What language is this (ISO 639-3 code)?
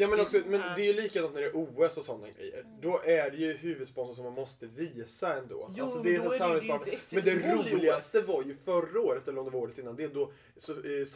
swe